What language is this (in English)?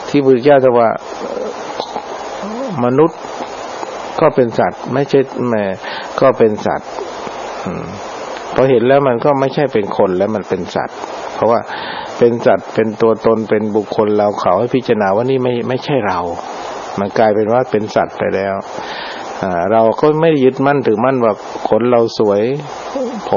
Thai